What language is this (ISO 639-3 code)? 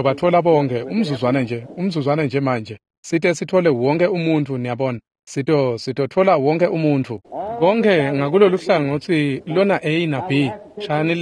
ssw